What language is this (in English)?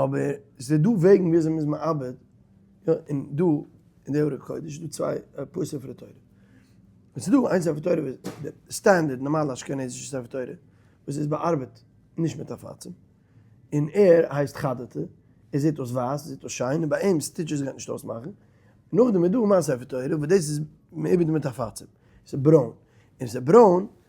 Yiddish